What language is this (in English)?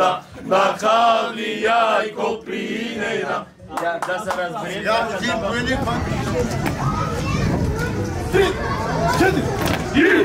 Bulgarian